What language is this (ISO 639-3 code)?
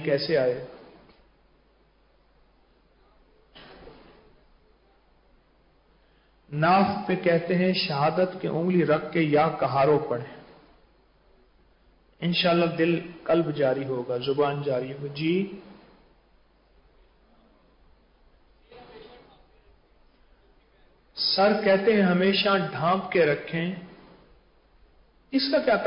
urd